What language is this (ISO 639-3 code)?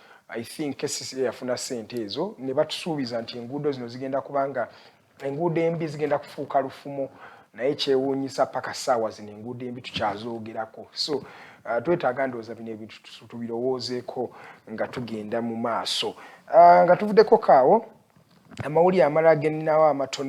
lug